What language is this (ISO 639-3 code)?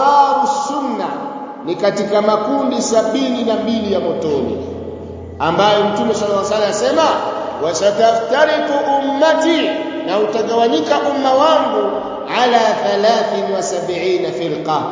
swa